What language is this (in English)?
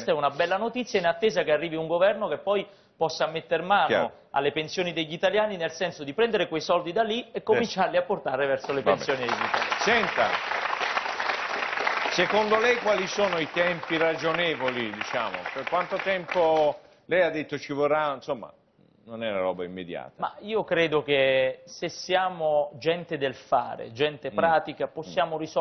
Italian